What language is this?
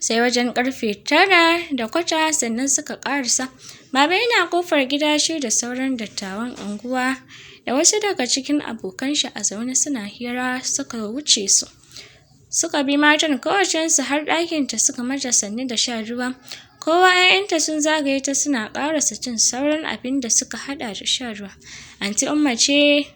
Hausa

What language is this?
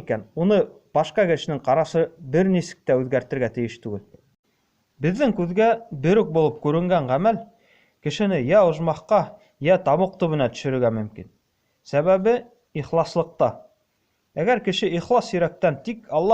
Bashkir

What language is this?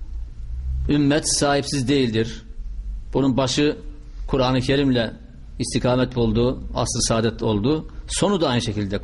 Turkish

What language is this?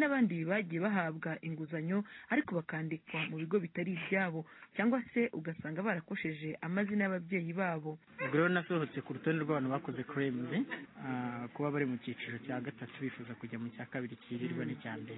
Kinyarwanda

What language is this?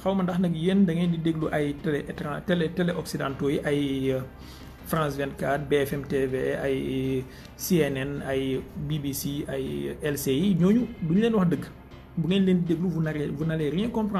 Wolof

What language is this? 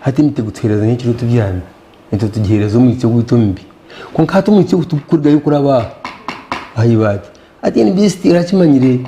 Nyankole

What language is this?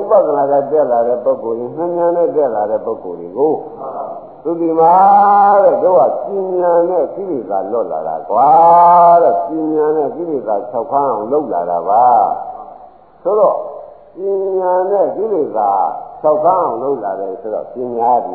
Burmese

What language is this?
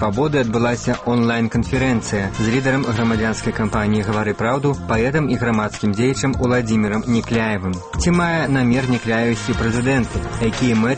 Belarusian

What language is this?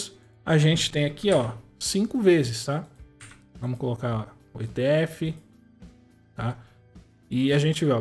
Portuguese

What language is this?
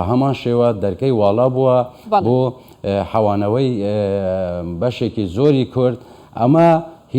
Central Kurdish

